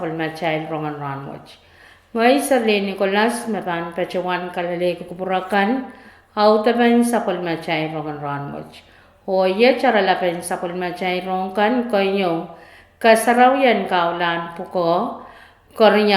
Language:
Pohnpeian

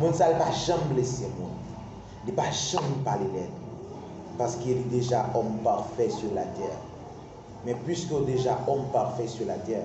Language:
Haitian Creole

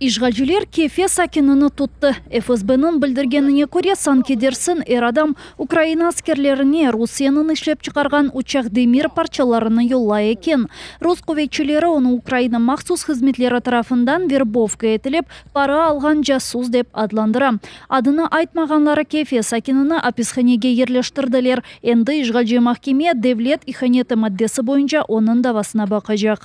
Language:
Crimean Tatar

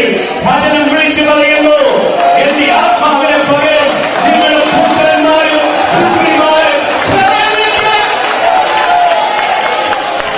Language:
Malayalam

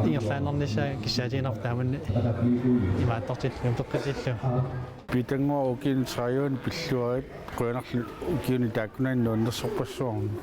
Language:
Kalaallisut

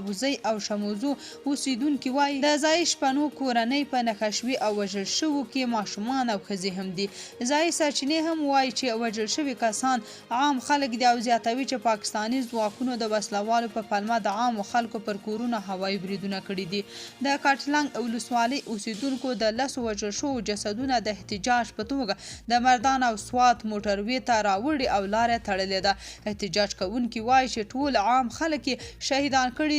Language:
Pashto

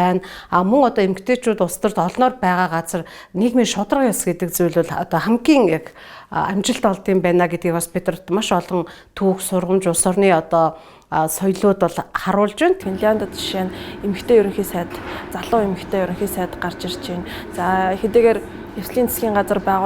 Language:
Mongolian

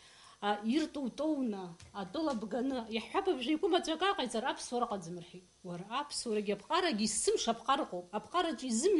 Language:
Abkhazian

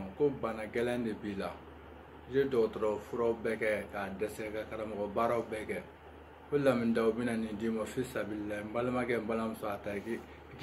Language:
Bambara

